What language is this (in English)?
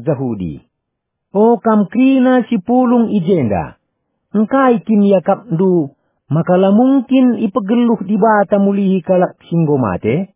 Batak Karo